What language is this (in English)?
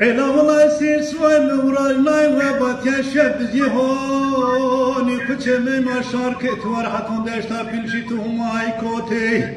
Zaza